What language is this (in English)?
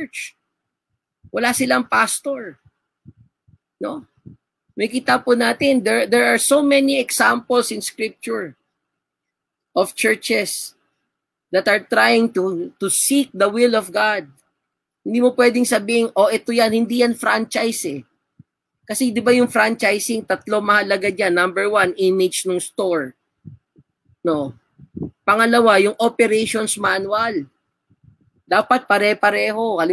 Filipino